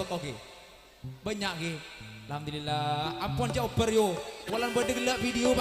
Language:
Madurese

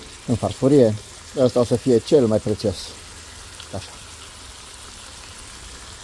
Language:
Romanian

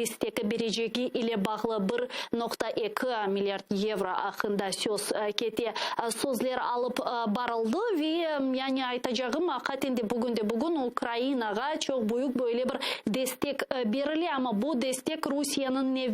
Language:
Crimean Tatar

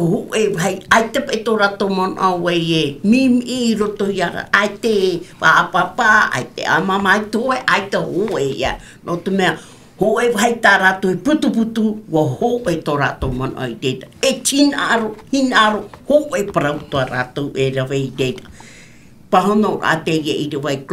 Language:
Tahitian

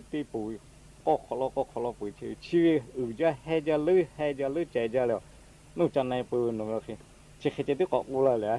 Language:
Lahu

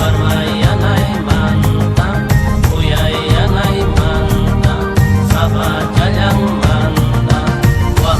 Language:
Xavánte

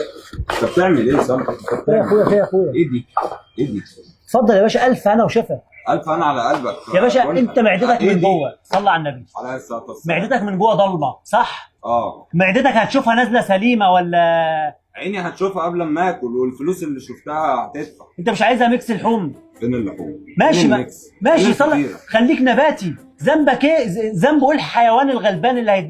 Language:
Egyptian Arabic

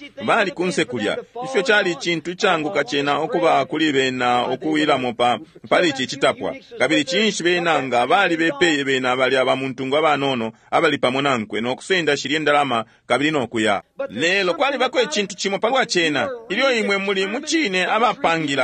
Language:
Bemba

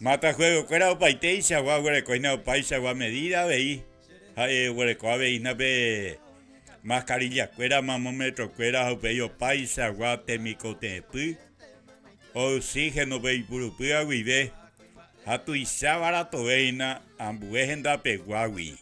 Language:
Guarani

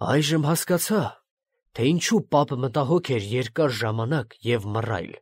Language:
Armenian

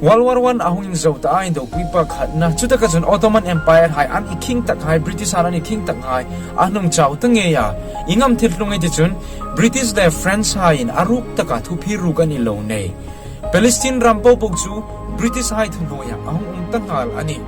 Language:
Hmar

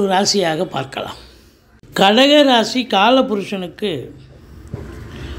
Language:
Tamil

